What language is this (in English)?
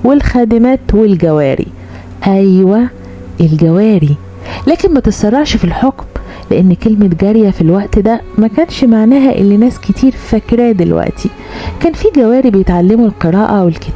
Egyptian Arabic